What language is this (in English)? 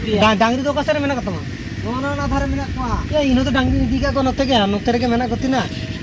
Santali